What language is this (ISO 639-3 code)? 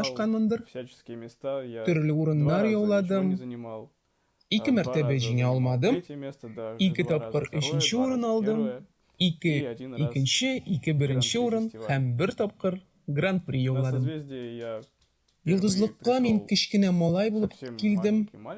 tat